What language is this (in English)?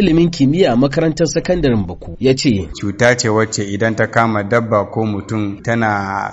Hausa